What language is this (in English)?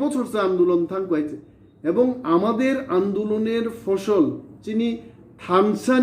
Kok Borok